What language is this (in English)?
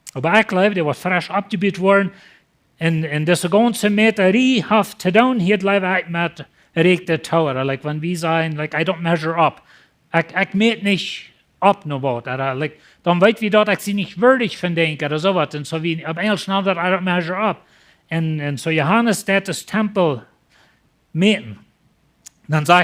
Plautdietsch